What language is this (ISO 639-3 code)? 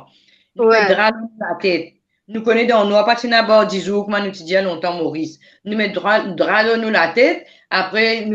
mfe